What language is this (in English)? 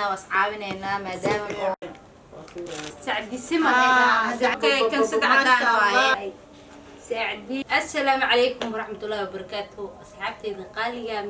Somali